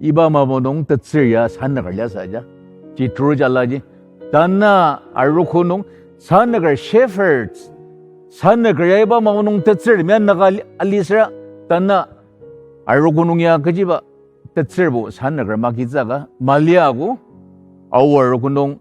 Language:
Ao Naga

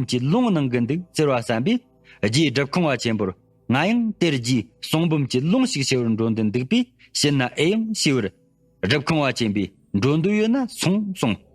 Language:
Tibetan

